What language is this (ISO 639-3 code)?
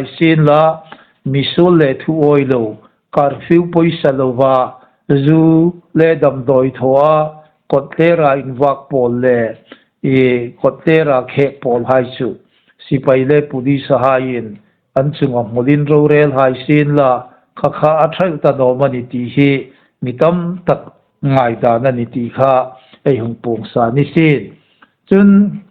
hmr